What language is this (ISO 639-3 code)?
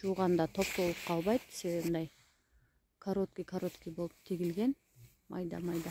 kir